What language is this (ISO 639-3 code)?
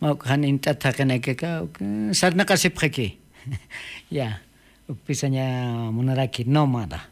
aym